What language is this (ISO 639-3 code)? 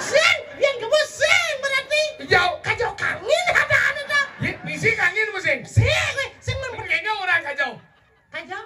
ban